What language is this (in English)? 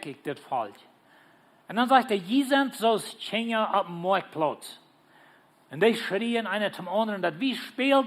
Plautdietsch